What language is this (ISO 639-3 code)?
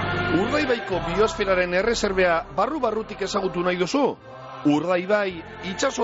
eus